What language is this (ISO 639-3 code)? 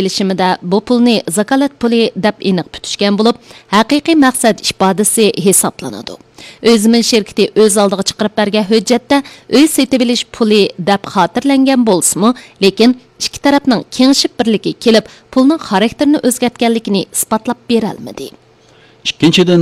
uig